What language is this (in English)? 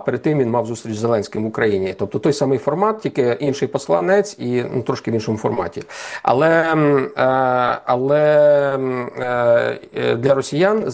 Ukrainian